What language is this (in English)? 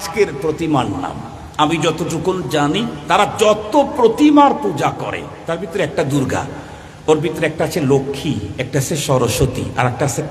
Bangla